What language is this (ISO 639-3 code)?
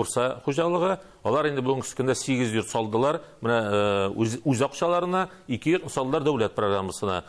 tat